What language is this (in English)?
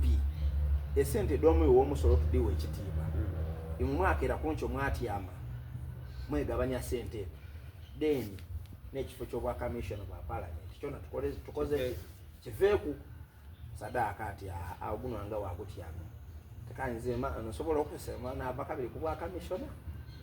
Soga